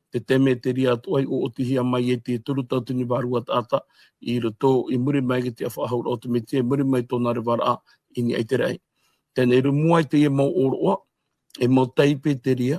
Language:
Tahitian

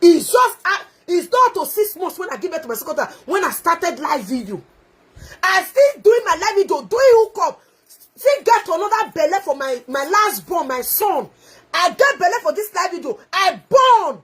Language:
Nigerian Pidgin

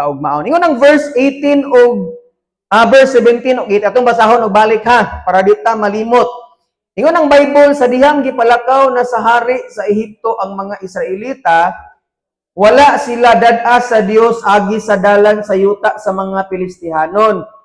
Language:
Cebuano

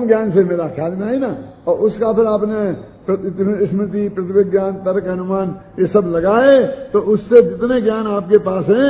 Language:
Hindi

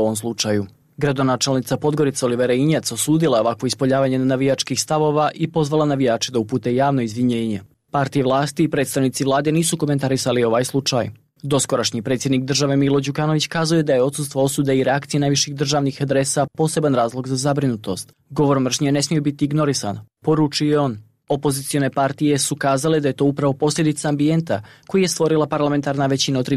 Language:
Serbian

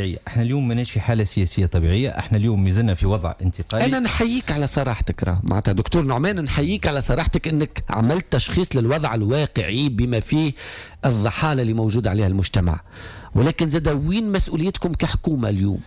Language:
Tunisian Arabic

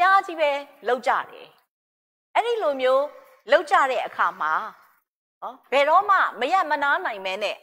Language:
Burmese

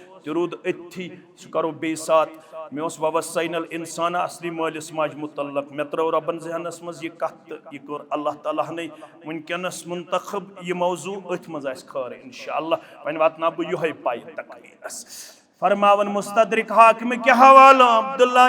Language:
Kashmiri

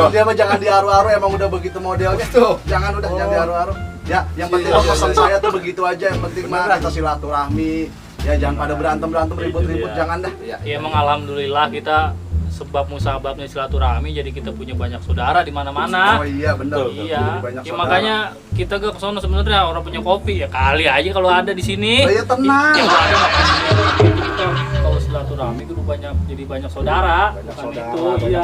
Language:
Betawi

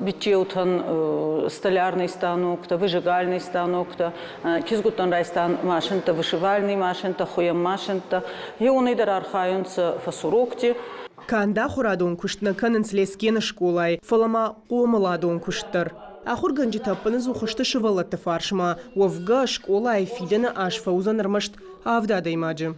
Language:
Ossetic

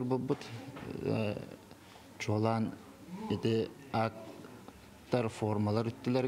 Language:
Yakut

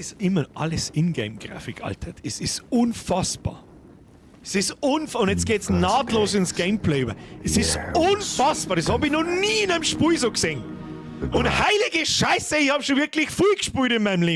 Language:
Bavarian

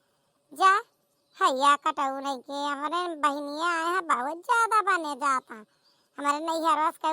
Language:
Awadhi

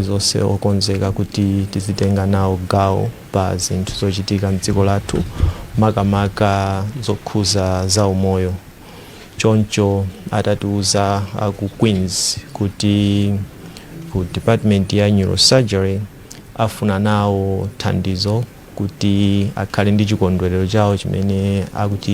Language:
Nyanja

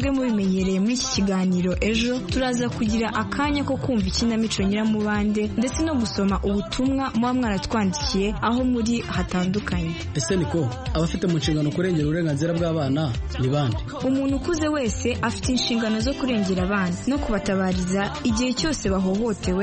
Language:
Kinyarwanda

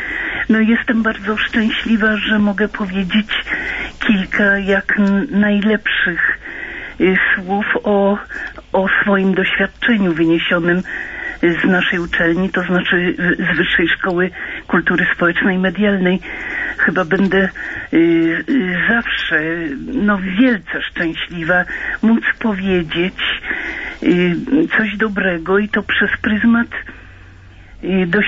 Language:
Polish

